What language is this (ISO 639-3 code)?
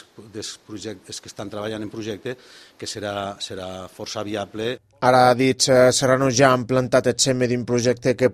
cat